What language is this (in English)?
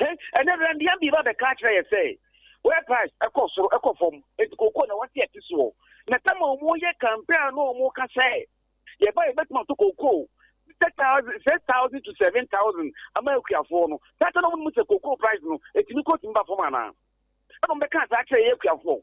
Akan